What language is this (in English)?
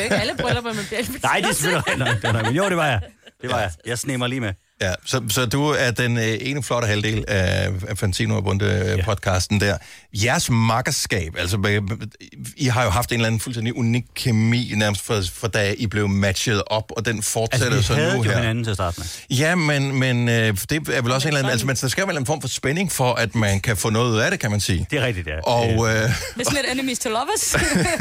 Danish